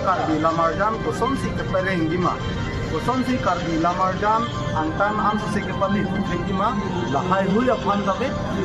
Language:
Karbi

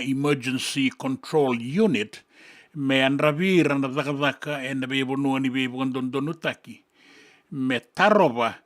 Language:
Fijian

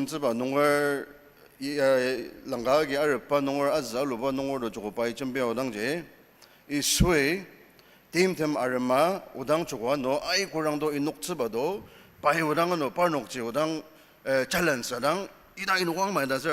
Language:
Ao Naga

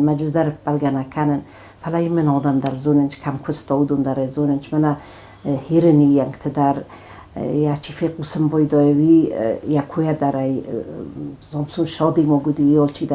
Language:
Ossetic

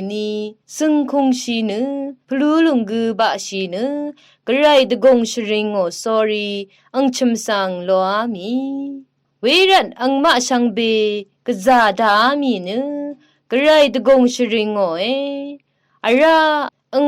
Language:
Rawang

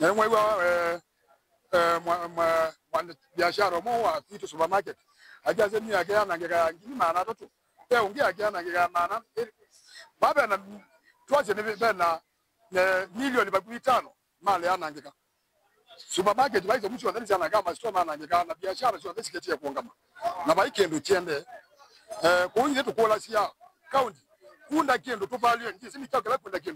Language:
Kamba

